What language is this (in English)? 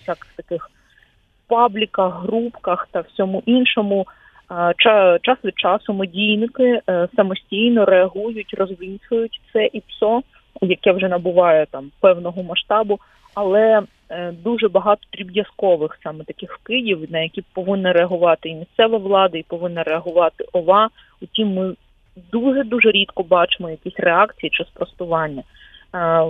Ukrainian